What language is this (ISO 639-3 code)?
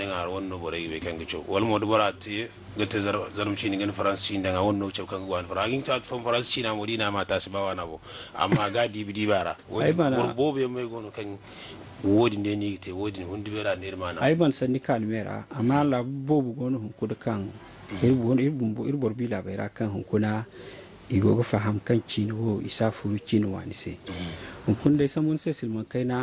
dje